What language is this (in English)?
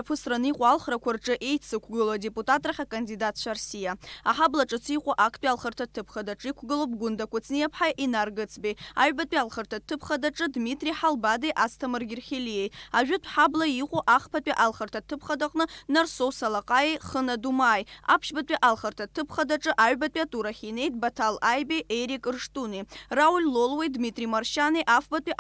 Abkhazian